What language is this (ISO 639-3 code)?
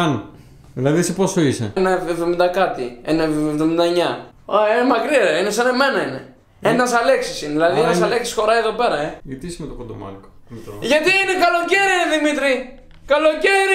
ell